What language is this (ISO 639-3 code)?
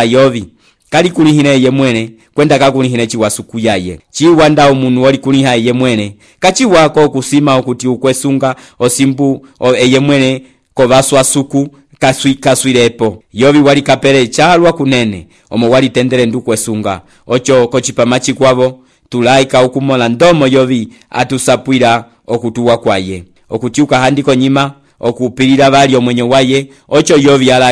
umb